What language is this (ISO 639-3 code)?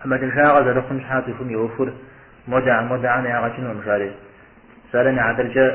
kbd